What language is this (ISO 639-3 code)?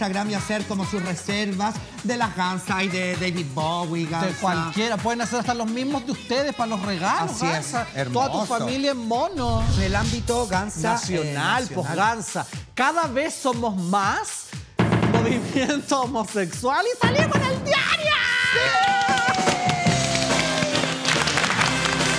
spa